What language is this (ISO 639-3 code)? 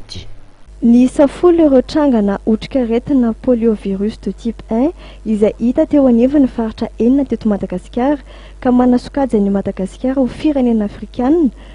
mlg